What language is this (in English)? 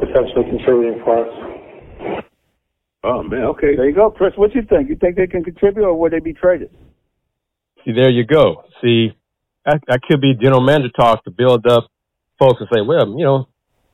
English